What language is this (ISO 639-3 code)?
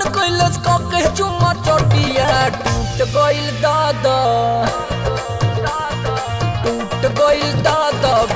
bho